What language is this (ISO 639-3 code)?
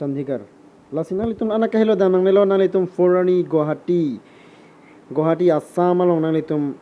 mjw